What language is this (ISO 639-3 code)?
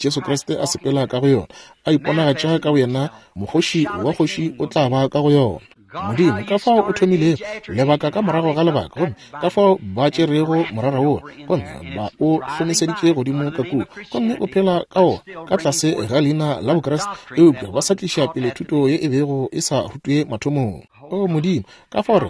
nso